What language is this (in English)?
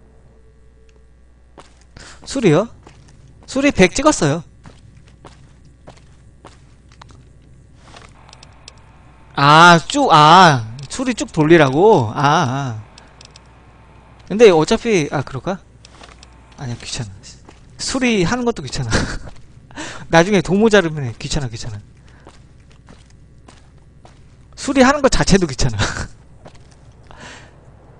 Korean